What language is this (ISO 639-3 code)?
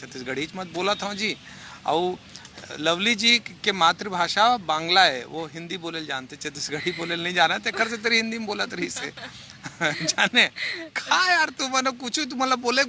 hne